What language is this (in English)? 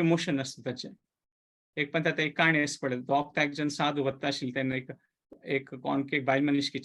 Konkani